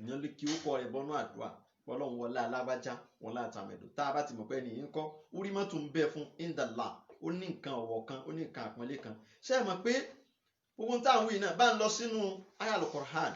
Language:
Yoruba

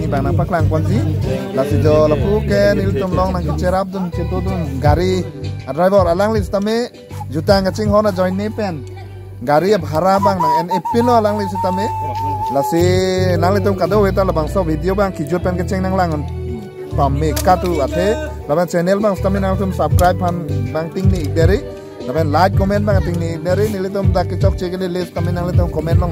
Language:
Karbi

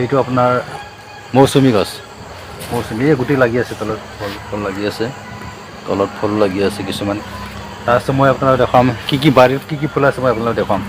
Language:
Assamese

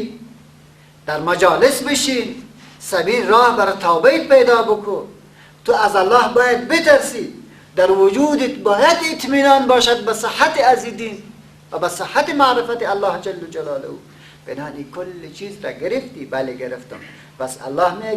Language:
Persian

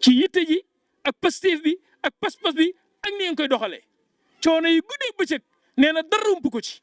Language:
Wolof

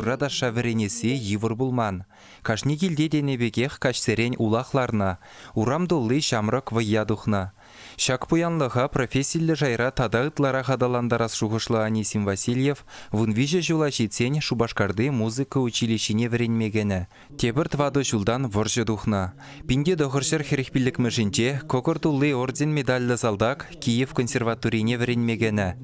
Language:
Chuvash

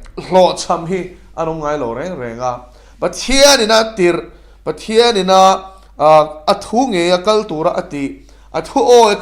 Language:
Mizo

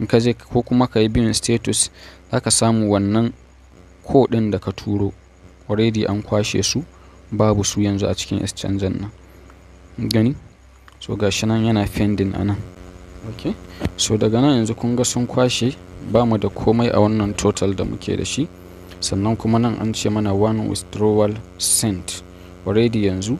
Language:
Hausa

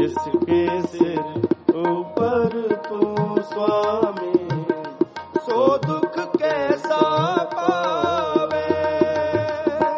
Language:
Hindi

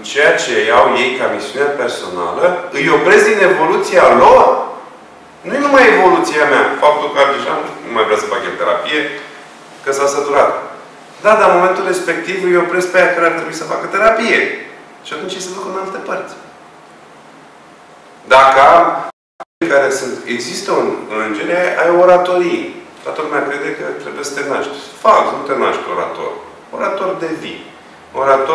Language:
Romanian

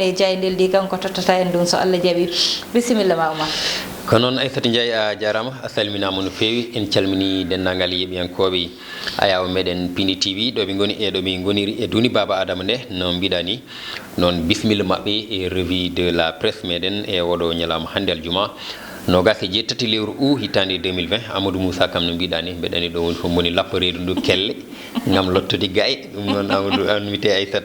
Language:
Fula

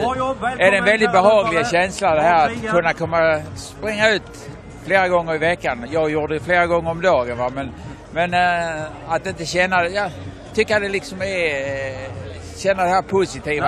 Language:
Swedish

